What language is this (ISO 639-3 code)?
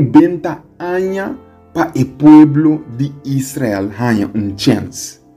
pap